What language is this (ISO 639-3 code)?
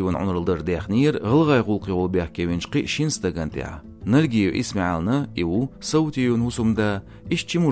che